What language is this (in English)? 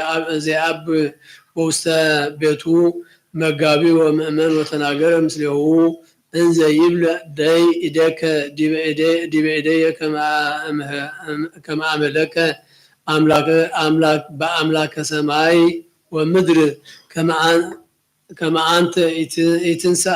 Geez